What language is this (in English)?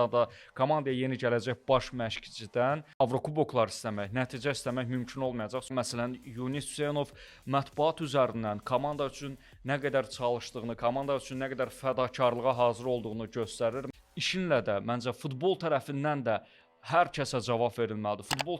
Azerbaijani